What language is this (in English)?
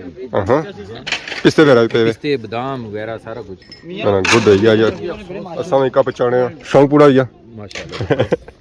Pahari-Potwari